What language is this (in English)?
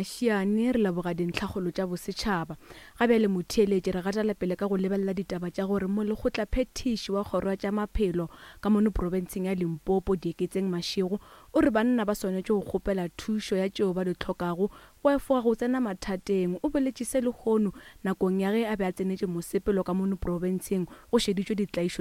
Northern Sotho